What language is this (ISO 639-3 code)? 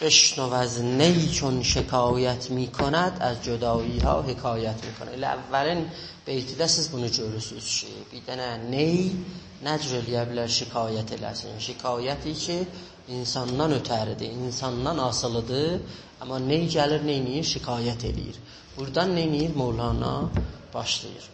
azb